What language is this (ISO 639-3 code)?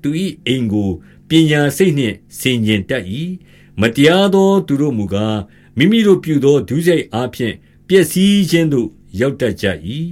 mya